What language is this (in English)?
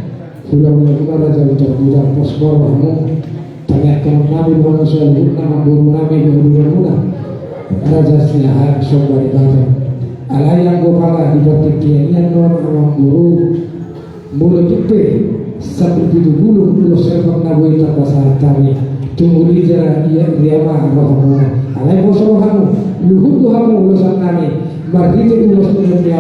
Batak Toba